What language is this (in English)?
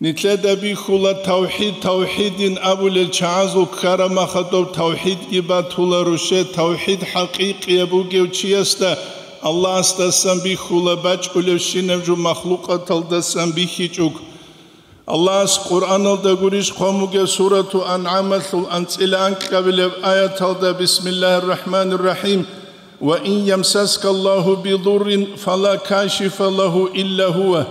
Avaric